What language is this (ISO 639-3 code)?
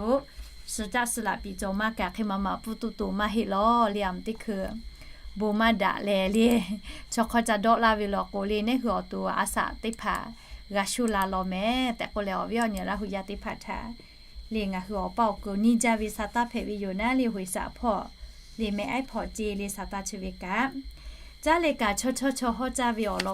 lhu